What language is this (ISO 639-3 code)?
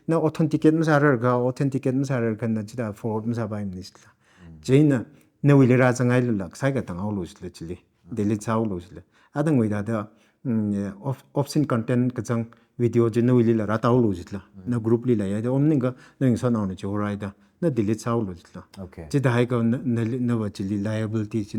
nmf